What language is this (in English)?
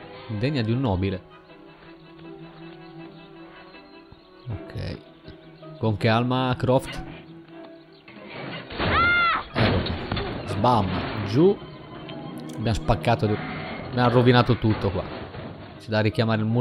Italian